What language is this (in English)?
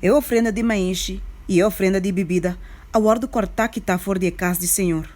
Papiamento